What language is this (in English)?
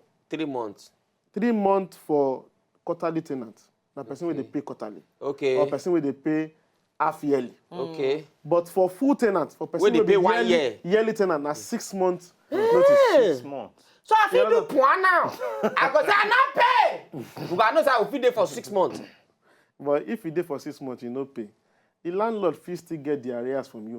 Nigerian Pidgin